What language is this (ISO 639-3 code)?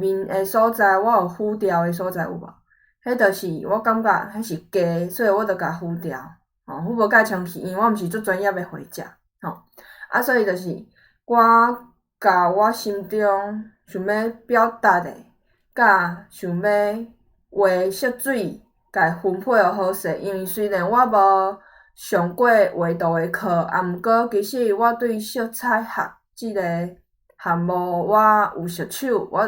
nan